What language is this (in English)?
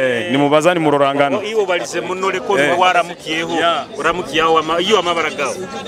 Nyoro